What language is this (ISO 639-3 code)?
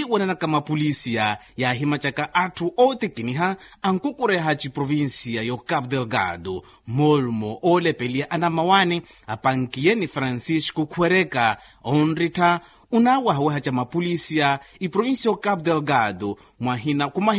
vmw